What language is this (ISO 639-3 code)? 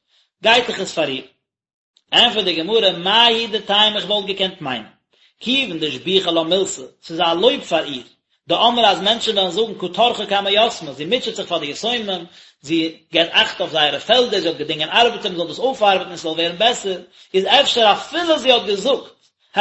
yid